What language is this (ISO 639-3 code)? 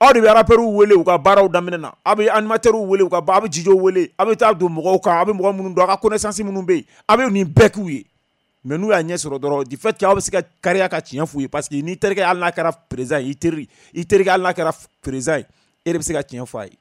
bam